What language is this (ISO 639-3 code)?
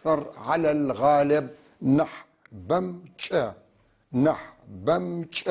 apc